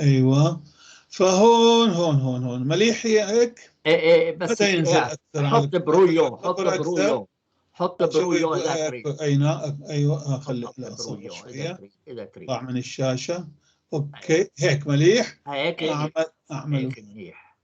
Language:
North Levantine Arabic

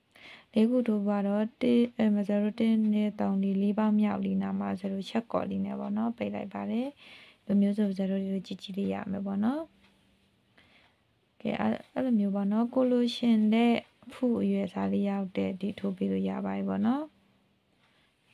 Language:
Burmese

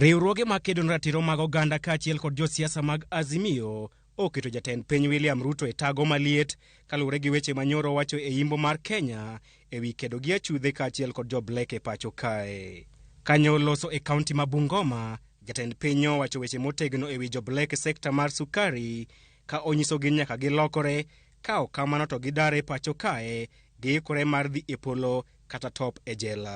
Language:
Luo (Kenya and Tanzania)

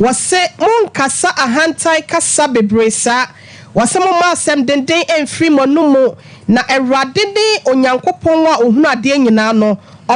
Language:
Akan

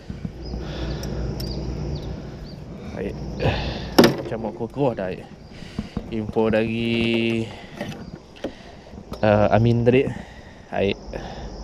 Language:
Malay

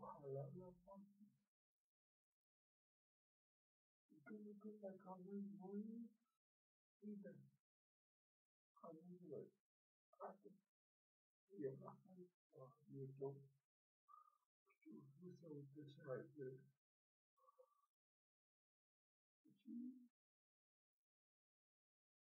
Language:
Romanian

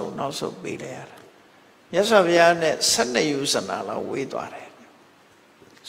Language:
Burmese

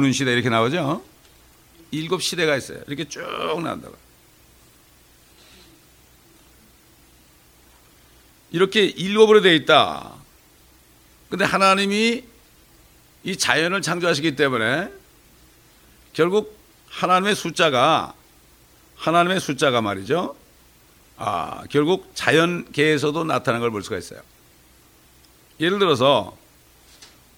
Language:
Korean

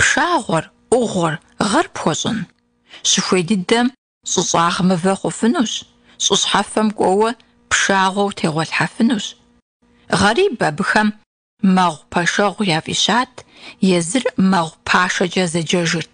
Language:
Kabardian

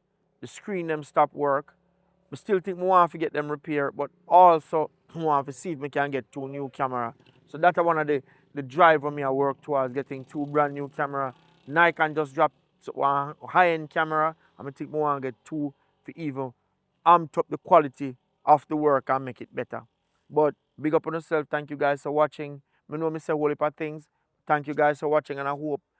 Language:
Jamaican Creole English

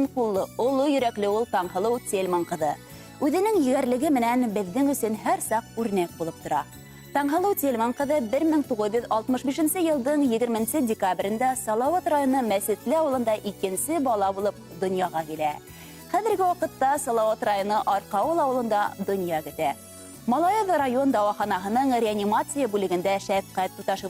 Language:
Bashkir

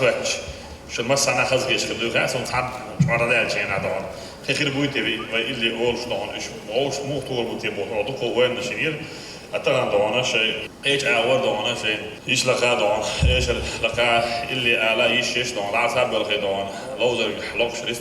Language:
Chechen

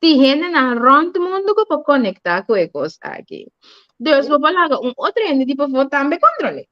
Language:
Papiamento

